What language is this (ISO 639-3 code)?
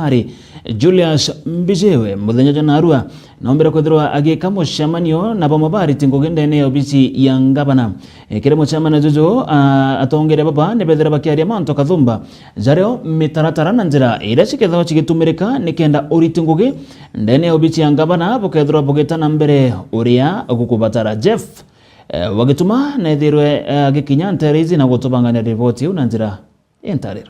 mer